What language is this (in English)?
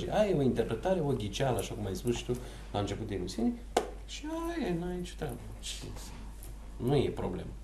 Romanian